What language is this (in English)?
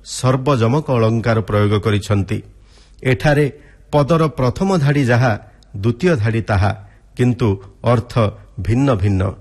Odia